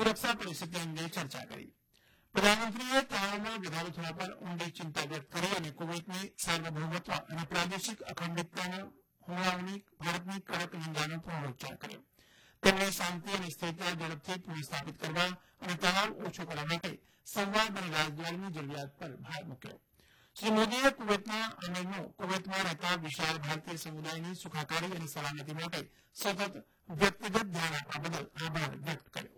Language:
Gujarati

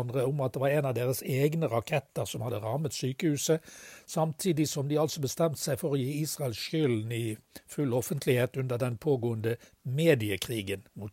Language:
Norwegian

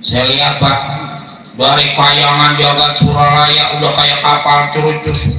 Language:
Betawi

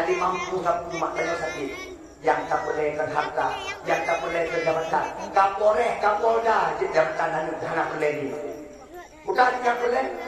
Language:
Achinese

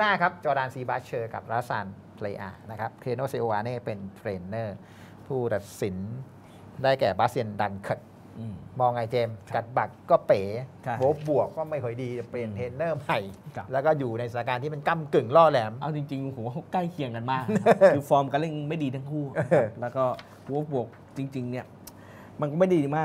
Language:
Thai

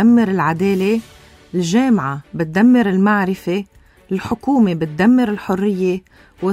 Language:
North Levantine Arabic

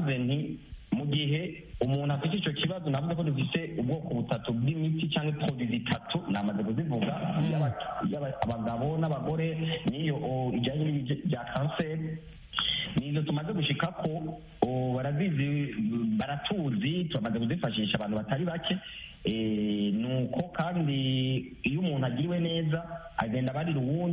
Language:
Kinyarwanda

